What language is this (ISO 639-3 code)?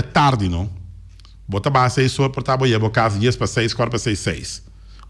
pap